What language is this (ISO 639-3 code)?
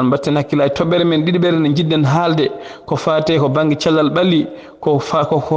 ful